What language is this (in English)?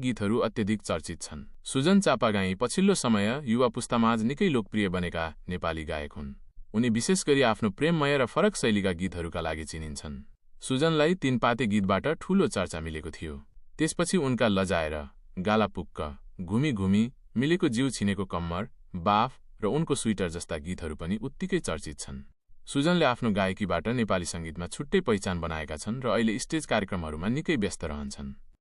Nepali